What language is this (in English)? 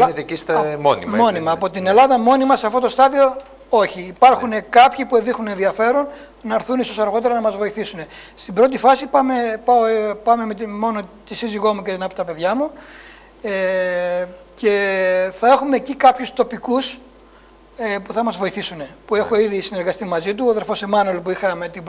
Greek